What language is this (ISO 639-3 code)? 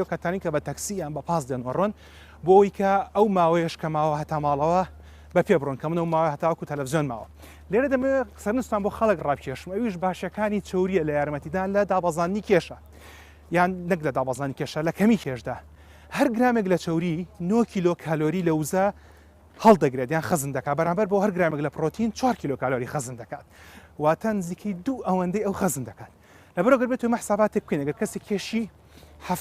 ckb